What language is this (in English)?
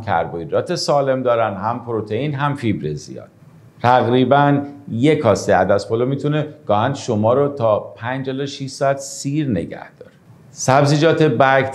Persian